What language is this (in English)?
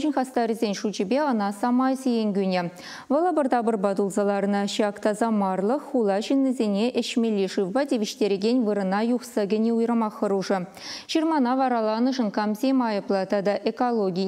Chuvash